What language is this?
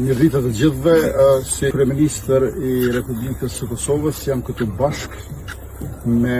Albanian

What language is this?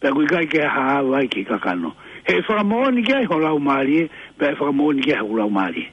Tongan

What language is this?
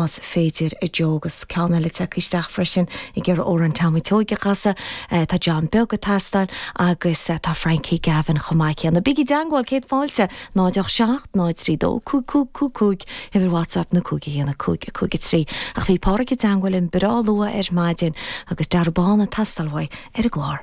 Irish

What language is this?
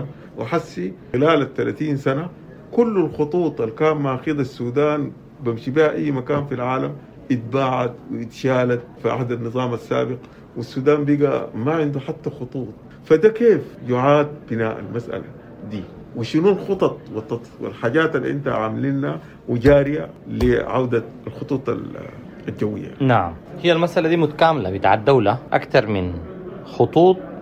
Sudanese Arabic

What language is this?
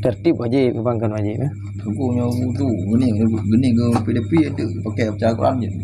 Achinese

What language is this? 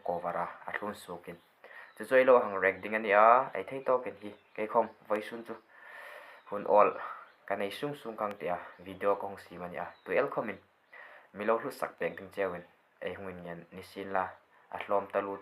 Hmar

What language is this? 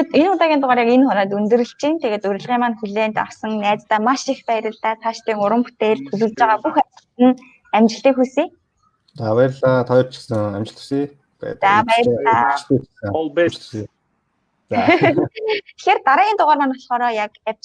Mongolian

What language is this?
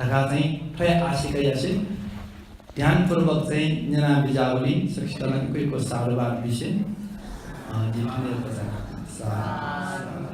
Newari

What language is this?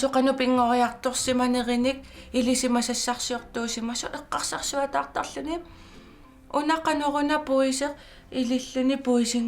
Kalaallisut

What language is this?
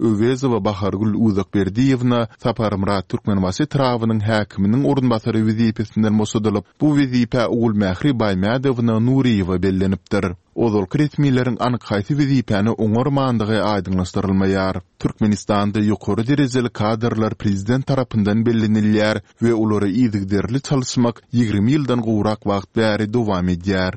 Turkmen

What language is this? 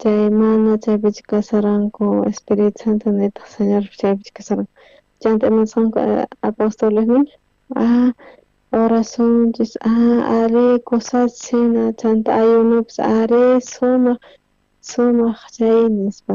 South Bolivian Quechua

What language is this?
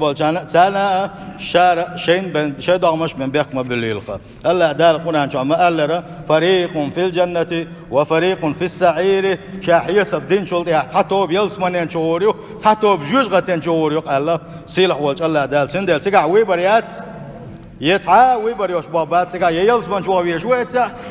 Chechen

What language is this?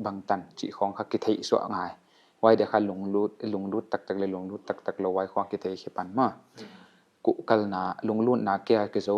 Paite Chin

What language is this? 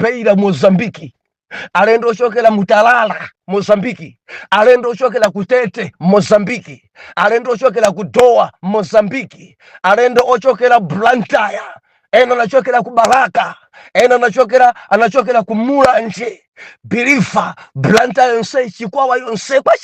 Nyanja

